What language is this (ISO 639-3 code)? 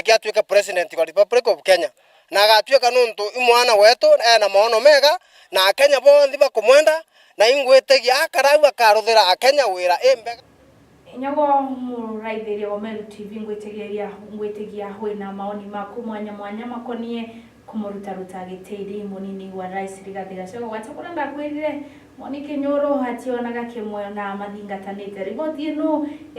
mer